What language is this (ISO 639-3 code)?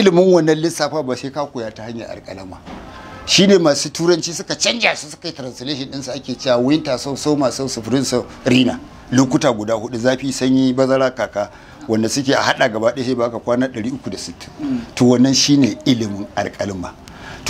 hau